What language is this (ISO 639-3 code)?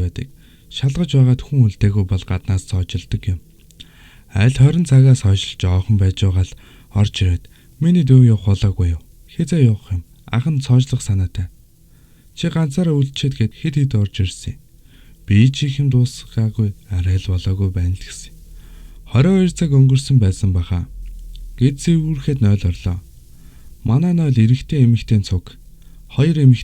mon